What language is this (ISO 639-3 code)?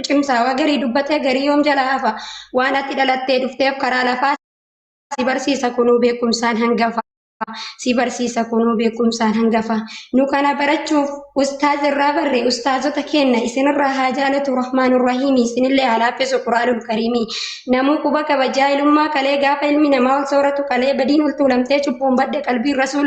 orm